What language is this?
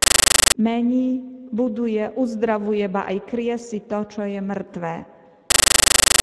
Slovak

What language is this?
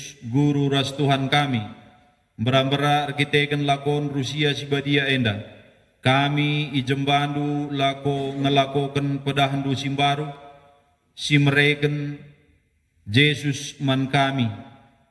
Batak Karo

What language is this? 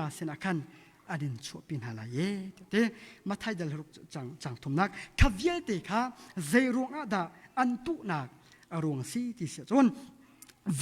Hakha Chin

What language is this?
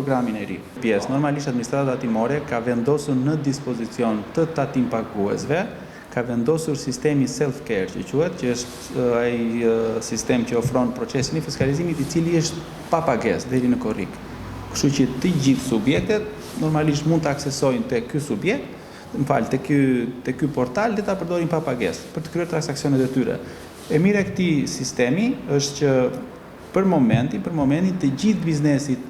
Albanian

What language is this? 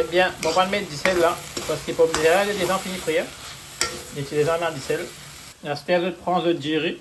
Morisyen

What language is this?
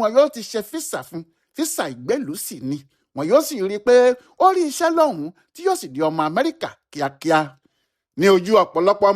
Yoruba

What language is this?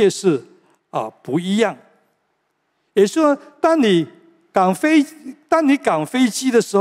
Chinese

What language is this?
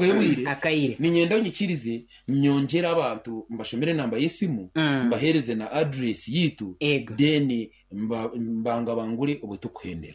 Nyankole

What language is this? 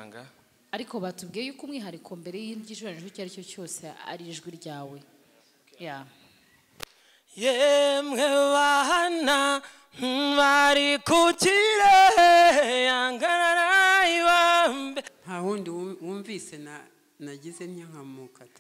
Kinyarwanda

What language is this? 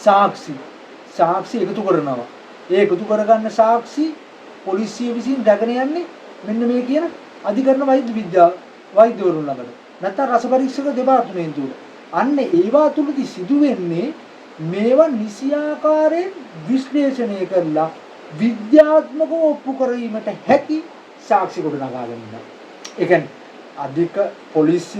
Sinhala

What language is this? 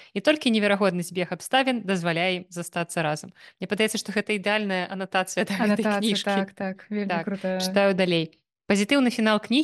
Belarusian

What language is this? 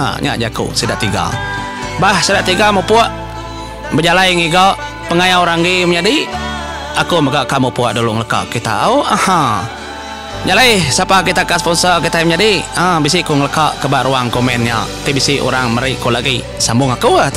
Iban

